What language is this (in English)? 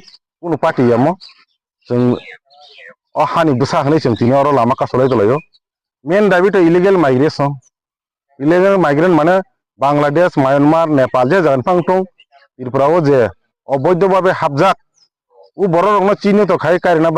Kok Borok